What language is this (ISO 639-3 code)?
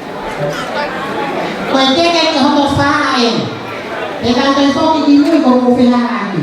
ton